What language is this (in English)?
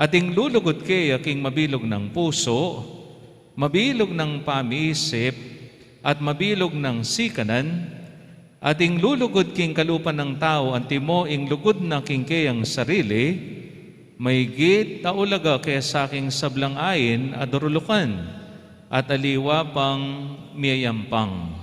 Pampanga